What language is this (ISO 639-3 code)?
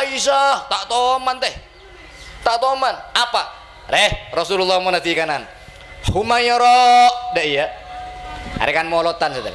mad